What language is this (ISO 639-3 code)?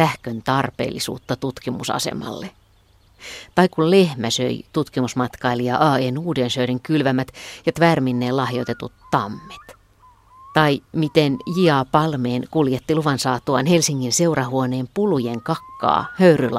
fin